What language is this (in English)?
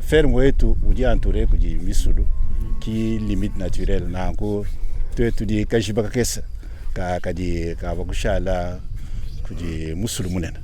Luba-Lulua